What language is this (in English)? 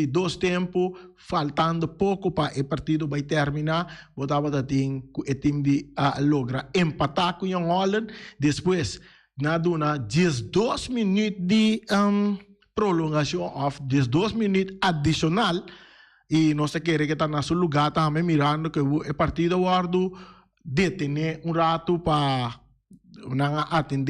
Papiamento